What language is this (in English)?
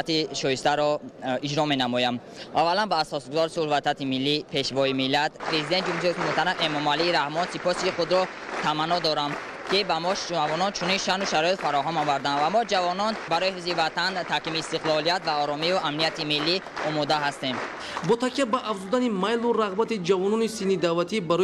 Tajik